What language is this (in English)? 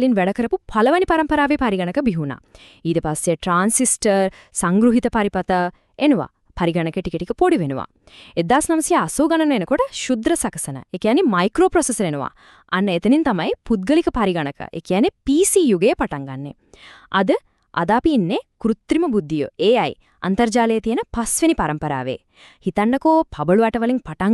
Sinhala